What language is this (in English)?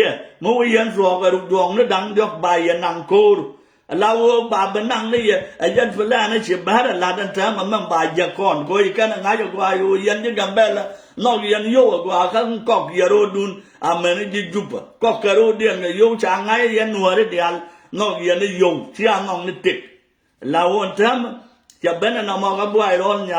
Nuer